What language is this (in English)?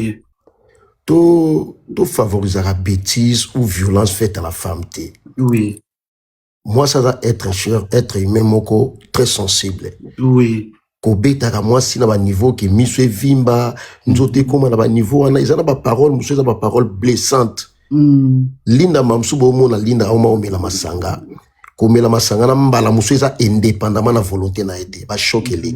Lingala